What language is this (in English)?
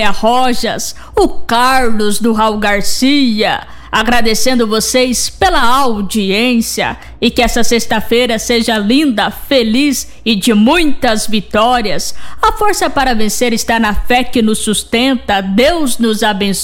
Portuguese